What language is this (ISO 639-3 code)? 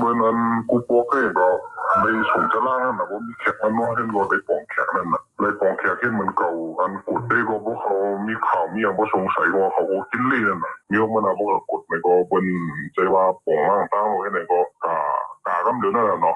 shn